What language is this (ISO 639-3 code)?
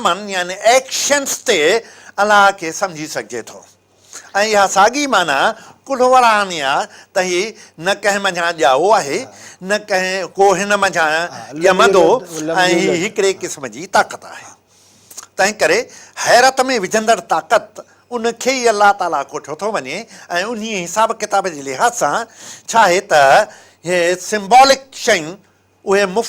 snd